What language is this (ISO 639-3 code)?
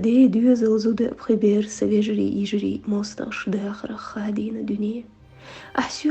che